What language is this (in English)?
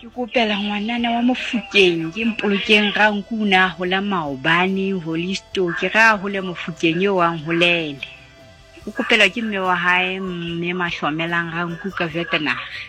Southern Sotho